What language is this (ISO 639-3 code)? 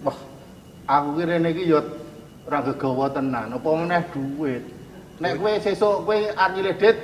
jav